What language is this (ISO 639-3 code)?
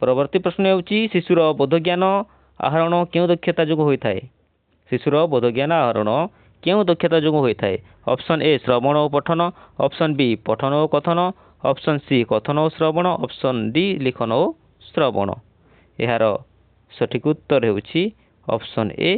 ori